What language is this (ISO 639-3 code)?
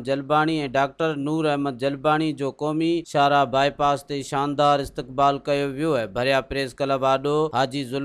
snd